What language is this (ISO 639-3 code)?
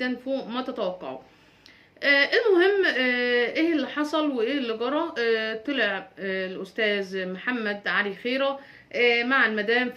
arz